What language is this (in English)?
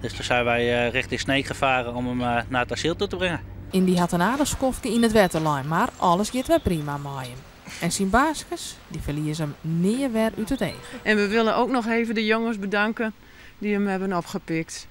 Western Frisian